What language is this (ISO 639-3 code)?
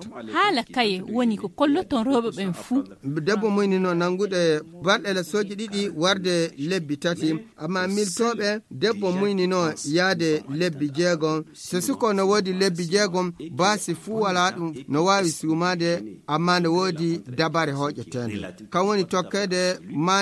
ful